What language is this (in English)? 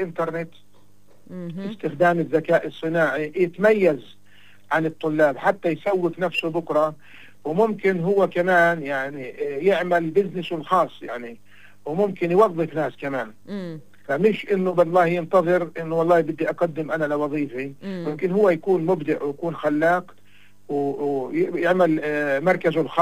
North Levantine Arabic